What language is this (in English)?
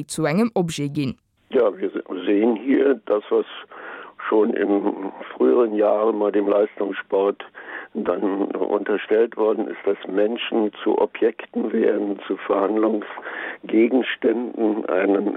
Luxembourgish